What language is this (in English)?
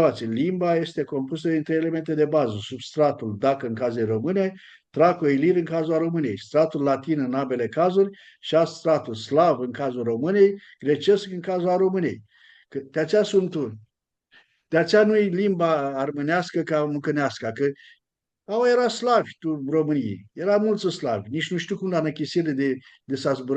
Aromanian